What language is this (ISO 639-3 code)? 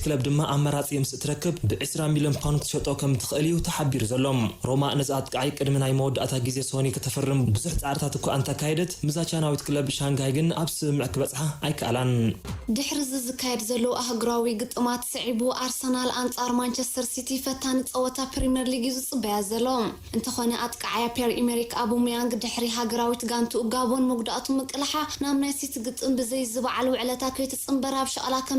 tir